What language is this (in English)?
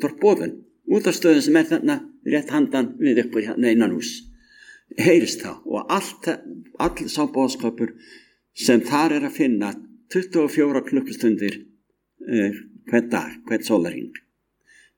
Icelandic